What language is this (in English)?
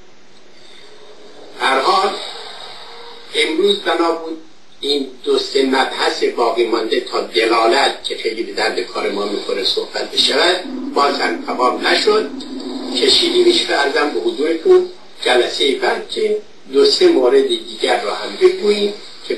Persian